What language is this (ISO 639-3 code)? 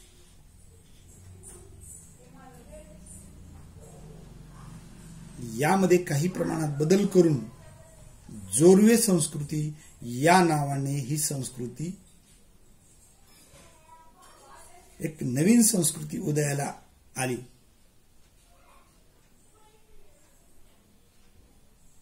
mar